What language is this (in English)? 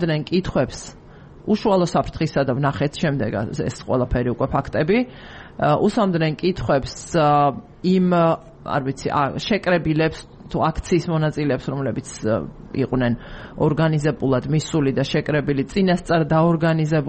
Georgian